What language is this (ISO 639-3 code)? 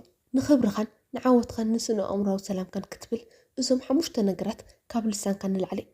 tir